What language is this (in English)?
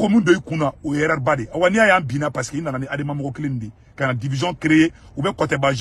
Bambara